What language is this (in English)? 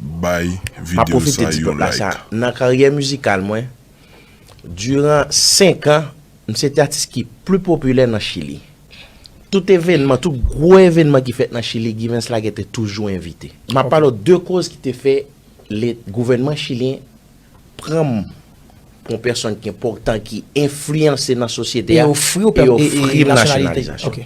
Haitian Creole